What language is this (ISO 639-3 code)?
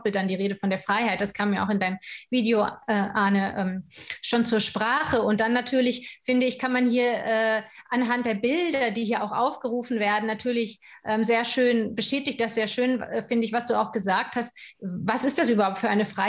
deu